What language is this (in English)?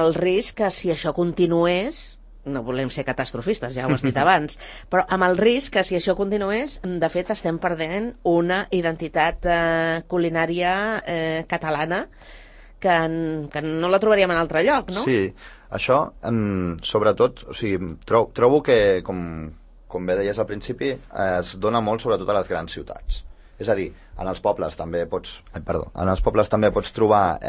Catalan